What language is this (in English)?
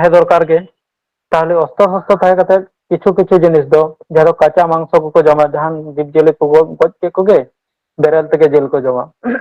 Santali